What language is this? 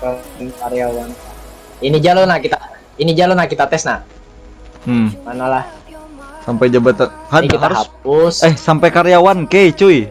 Banjar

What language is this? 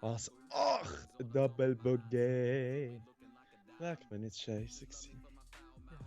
Swiss German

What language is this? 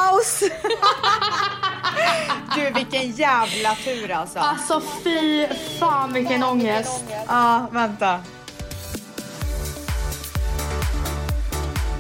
Swedish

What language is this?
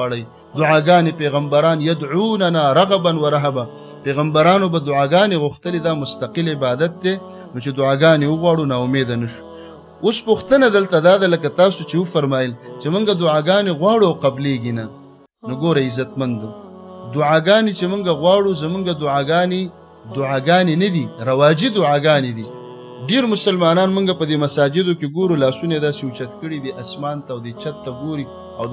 Pashto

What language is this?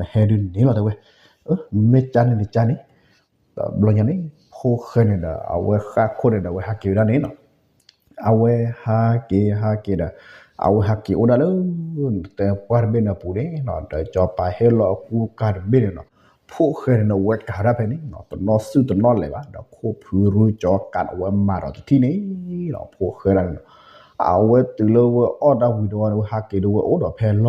S'gaw Karen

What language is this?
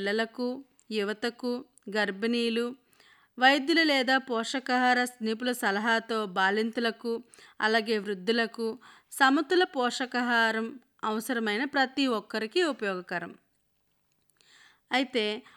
Telugu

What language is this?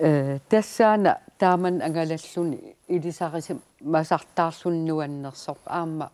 Kalaallisut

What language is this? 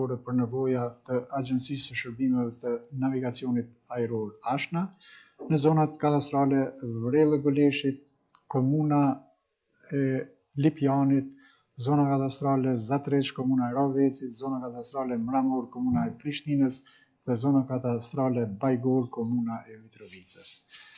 Albanian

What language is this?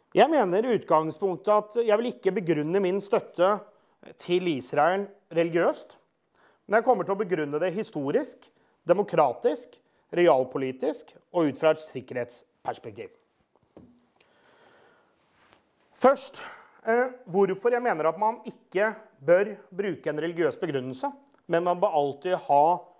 Norwegian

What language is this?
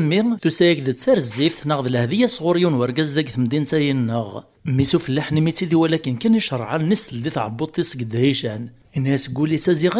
Kabyle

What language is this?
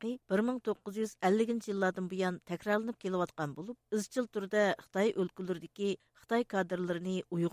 Uyghur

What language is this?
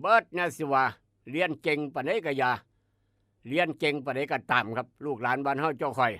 Northeastern Thai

